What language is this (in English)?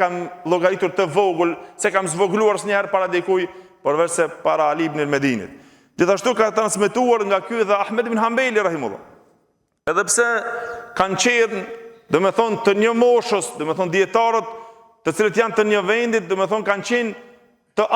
Albanian